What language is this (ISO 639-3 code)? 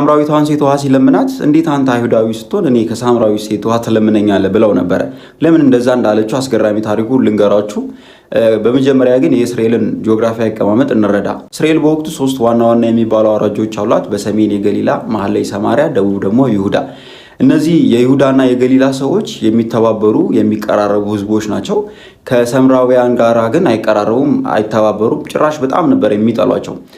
amh